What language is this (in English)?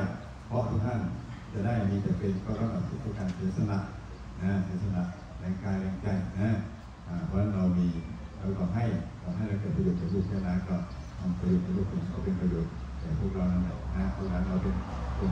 Thai